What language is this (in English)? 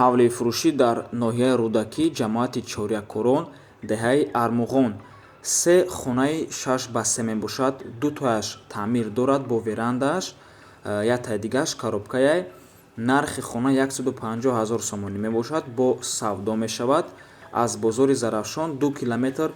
Tajik